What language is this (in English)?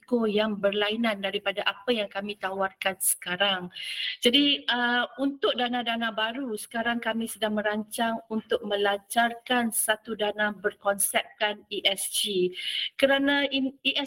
Malay